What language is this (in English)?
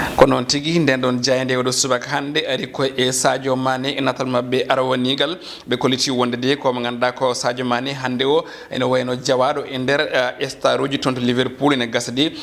Fula